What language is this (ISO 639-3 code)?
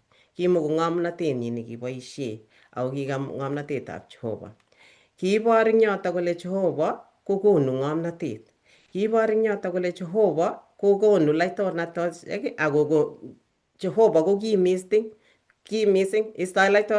kln